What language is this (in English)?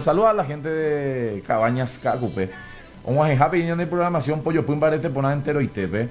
Guarani